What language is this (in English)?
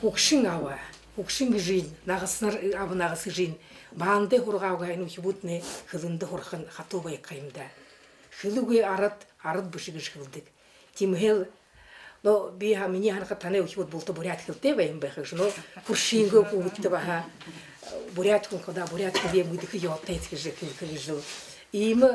Buriat